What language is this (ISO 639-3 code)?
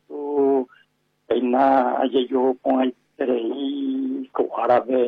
grn